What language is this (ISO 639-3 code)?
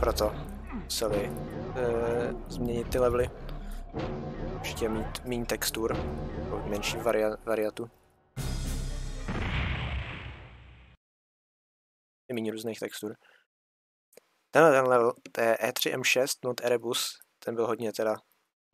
ces